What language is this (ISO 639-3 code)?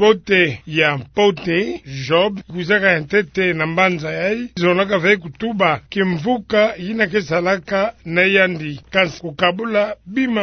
ktu